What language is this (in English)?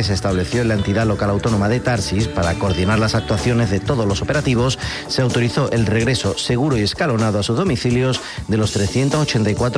Spanish